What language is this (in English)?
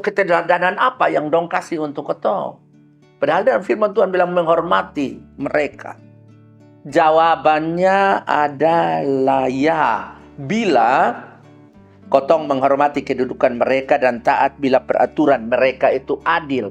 Kupang Malay